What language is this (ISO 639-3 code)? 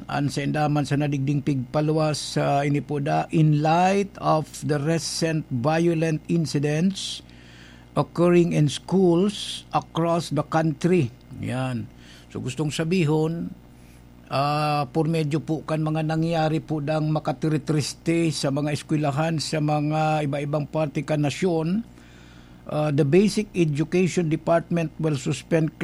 bik